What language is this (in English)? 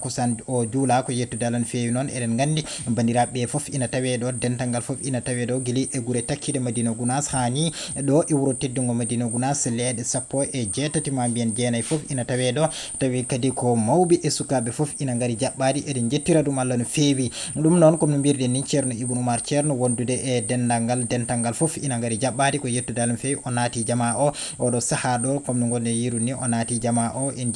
Fula